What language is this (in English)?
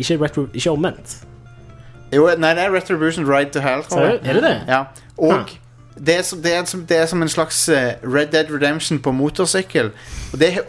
Norwegian